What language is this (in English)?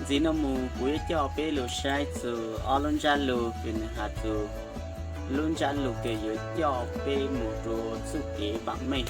Hmong